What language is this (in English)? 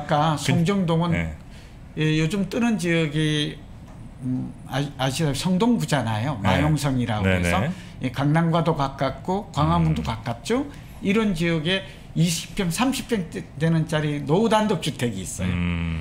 Korean